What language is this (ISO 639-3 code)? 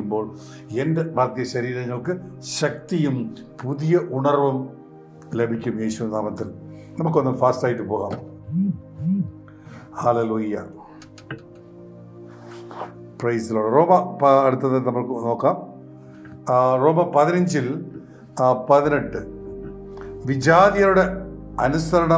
mal